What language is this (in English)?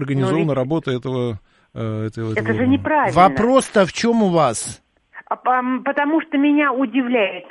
Russian